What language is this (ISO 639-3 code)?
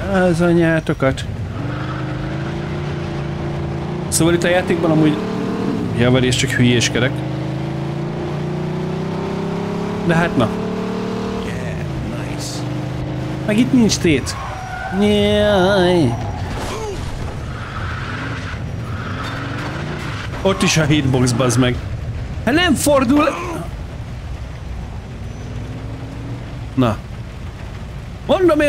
hun